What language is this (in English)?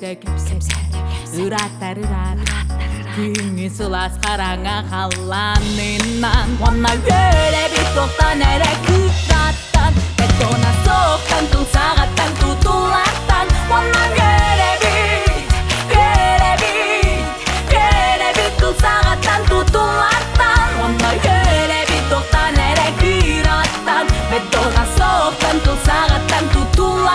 Yakut